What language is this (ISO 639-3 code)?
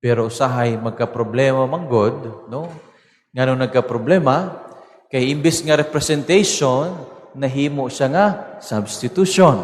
ceb